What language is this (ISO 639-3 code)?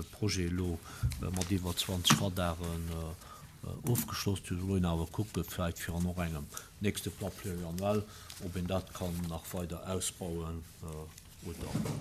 ltz